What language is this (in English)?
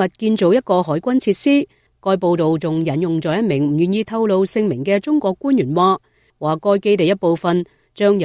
Cantonese